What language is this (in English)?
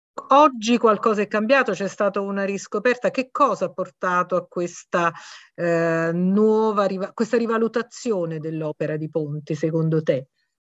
Italian